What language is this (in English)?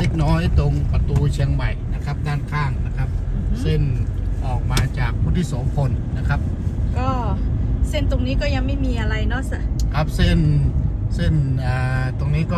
Lahu